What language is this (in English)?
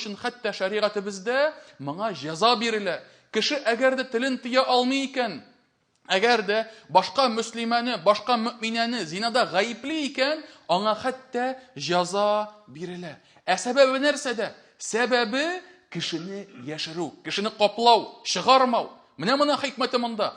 Tatar